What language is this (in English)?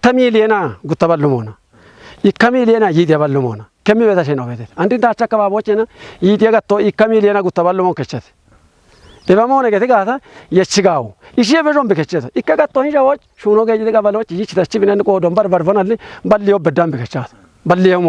Kafa